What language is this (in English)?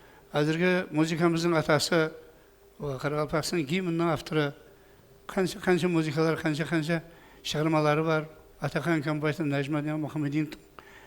Kara-Kalpak